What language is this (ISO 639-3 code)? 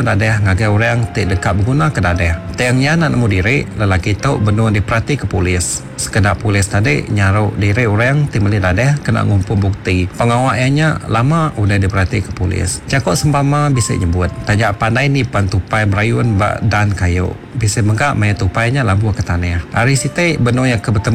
iba